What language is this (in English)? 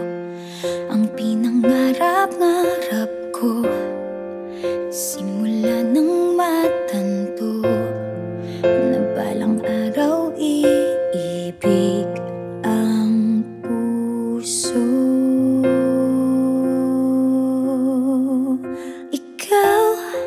Filipino